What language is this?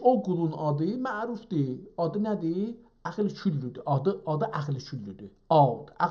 South Azerbaijani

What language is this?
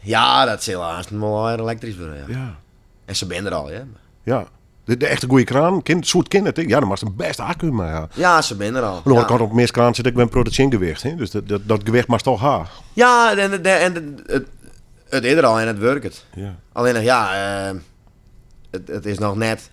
Western Frisian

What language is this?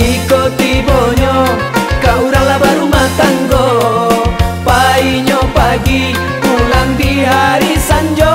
Minangkabau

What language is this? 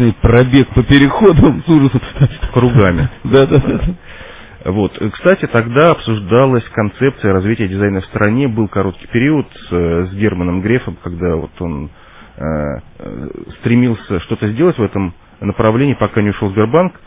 Russian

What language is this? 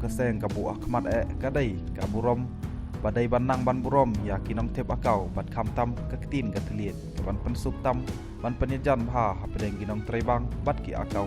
Khasi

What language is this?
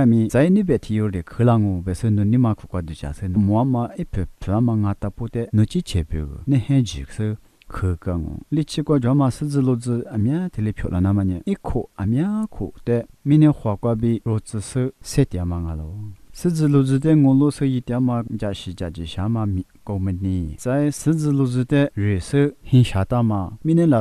Lisu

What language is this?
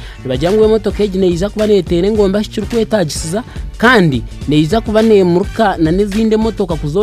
Nyankole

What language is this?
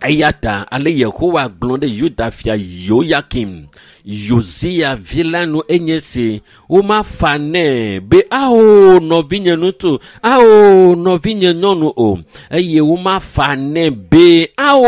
Ewe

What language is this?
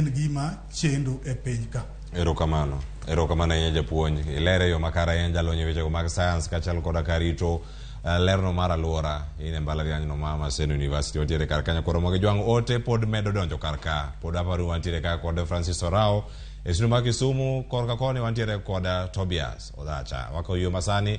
Luo (Kenya and Tanzania)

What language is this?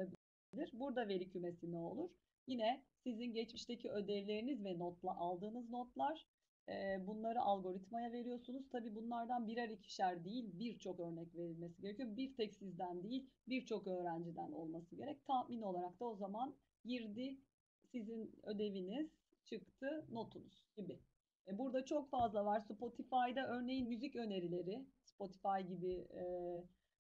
Turkish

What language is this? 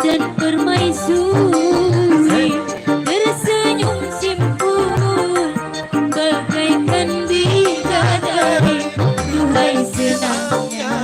Betawi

